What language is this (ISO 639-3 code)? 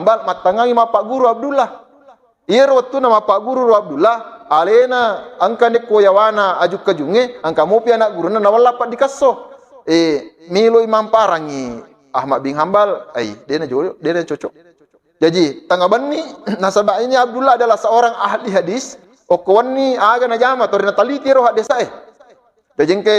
bug